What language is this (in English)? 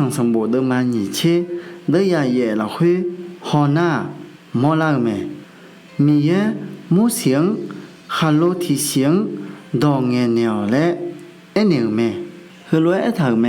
Akha